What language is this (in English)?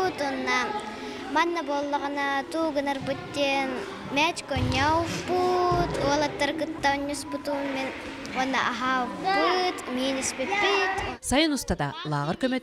Yakut